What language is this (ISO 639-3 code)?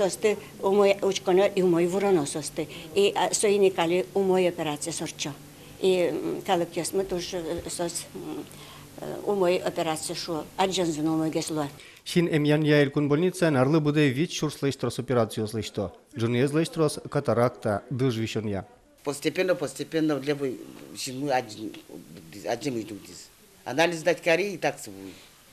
udm